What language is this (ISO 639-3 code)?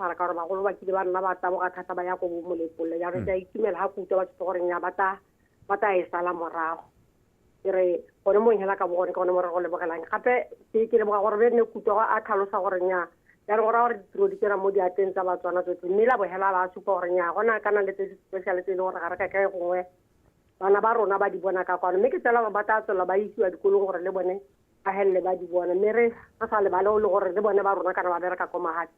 tsn